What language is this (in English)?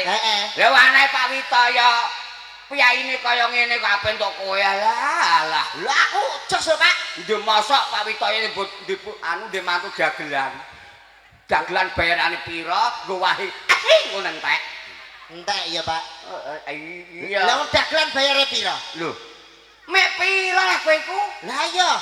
Javanese